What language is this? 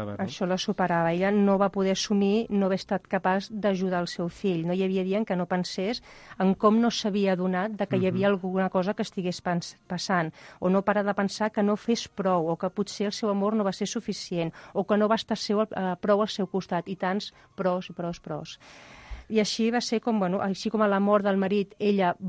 Catalan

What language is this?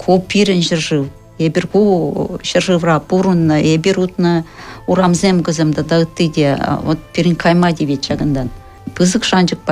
Chuvash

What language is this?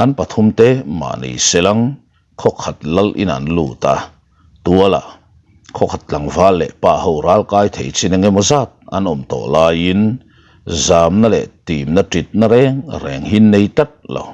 Mizo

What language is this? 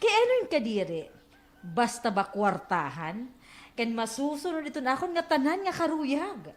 Waray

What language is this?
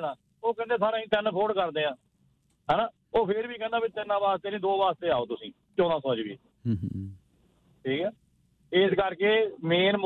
Punjabi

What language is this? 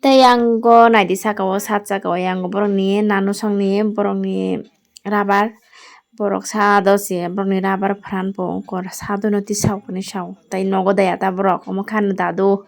Kok Borok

